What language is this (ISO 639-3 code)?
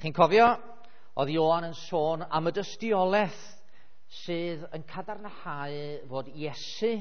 cym